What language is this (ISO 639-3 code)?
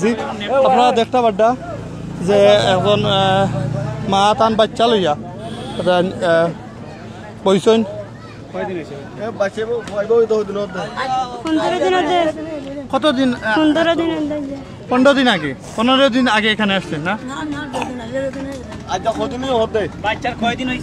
syl